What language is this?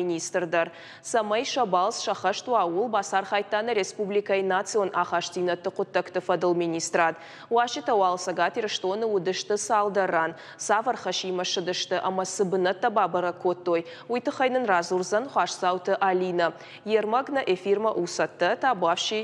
Ossetic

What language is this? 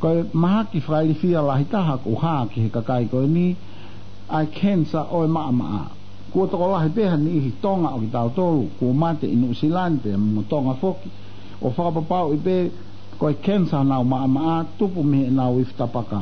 Tongan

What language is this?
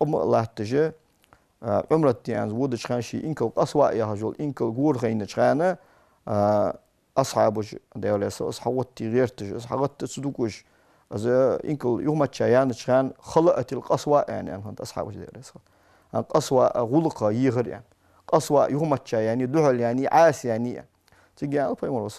Ingush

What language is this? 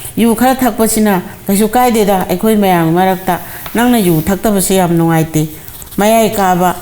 Manipuri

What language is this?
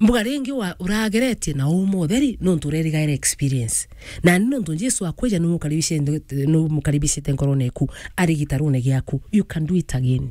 Meru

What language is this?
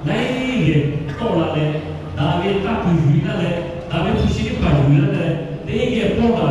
Lahu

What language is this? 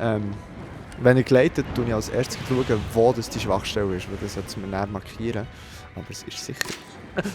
Swiss German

